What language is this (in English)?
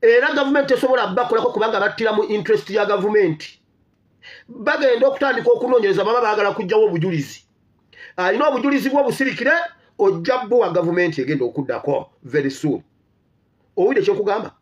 Ganda